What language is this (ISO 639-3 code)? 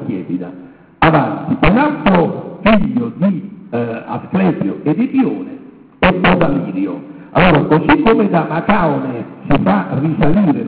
ita